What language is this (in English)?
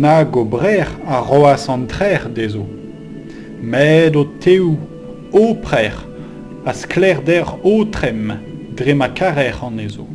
Breton